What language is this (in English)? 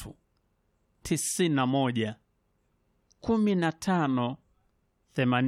Swahili